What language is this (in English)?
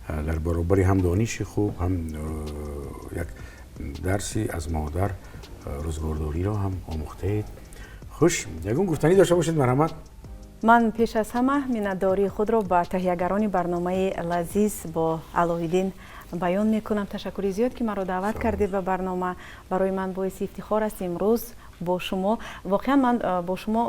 Tajik